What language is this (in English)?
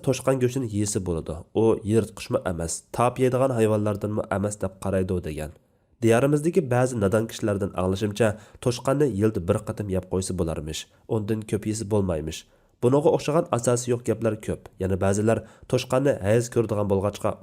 Uyghur